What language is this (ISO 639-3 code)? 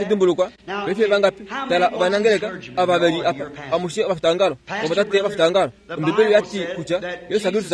kua